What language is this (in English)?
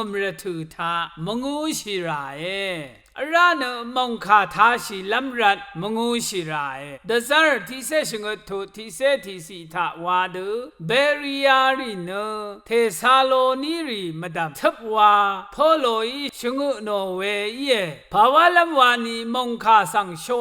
Rawang